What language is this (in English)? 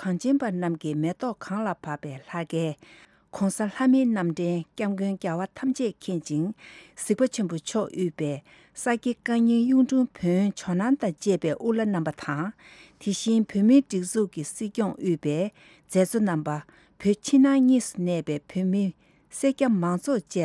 Tibetan